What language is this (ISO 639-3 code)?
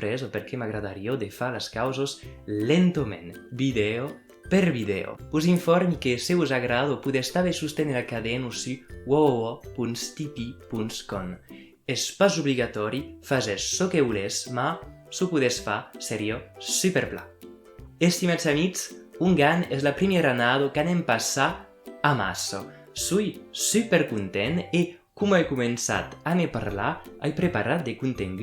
oci